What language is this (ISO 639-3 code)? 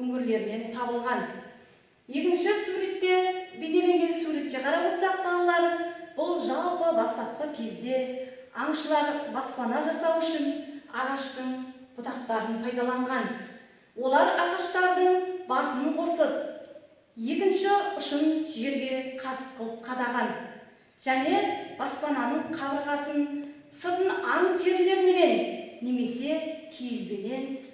kaz